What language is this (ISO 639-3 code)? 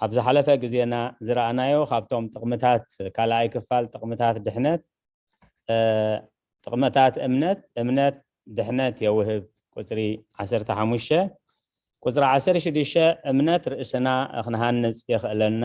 tir